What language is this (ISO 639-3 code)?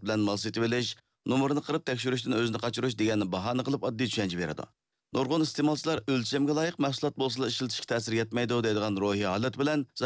uig